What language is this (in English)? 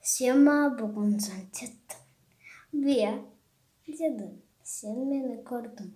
Crimean Tatar